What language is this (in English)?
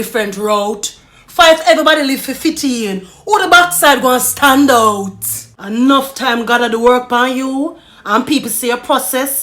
Jamaican Creole English